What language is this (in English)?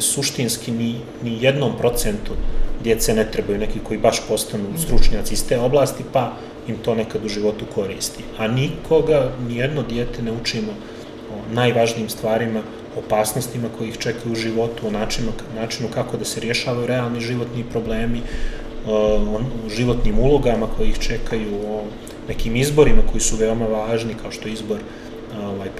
Serbian